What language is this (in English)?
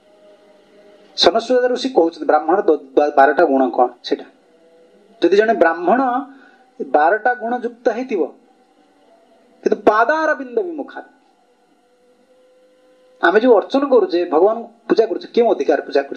Odia